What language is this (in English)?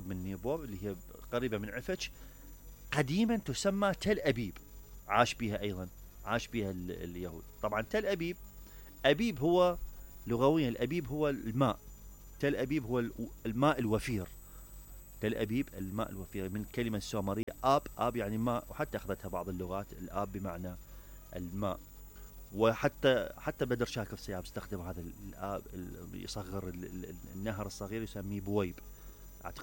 Mesopotamian Arabic